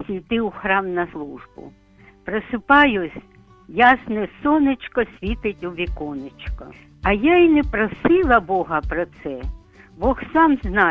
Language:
Ukrainian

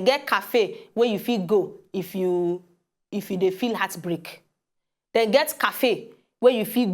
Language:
Nigerian Pidgin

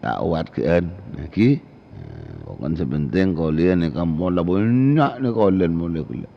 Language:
Madurese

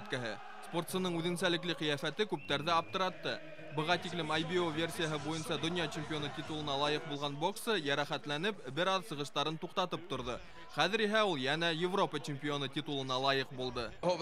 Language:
Bashkir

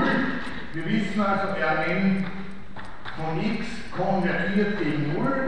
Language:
German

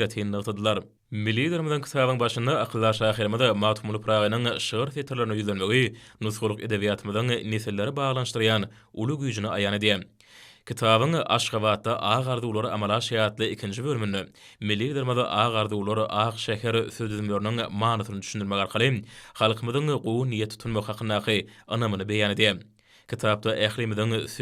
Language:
Turkmen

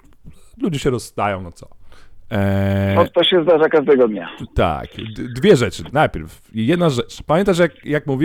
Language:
Polish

